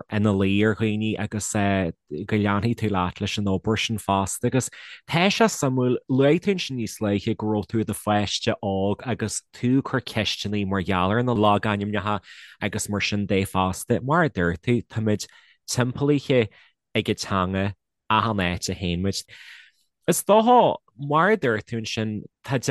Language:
Irish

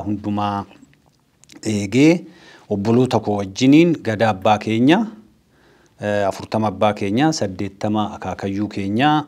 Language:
Oromo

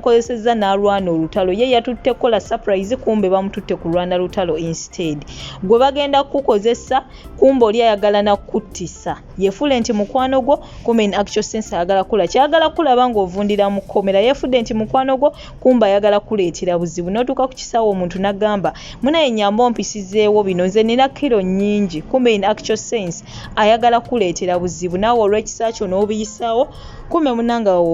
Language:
Ganda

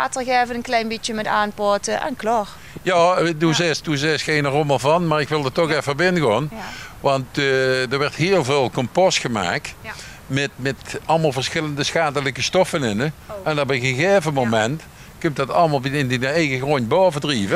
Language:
Limburgish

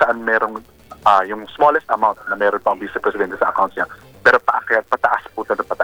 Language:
Filipino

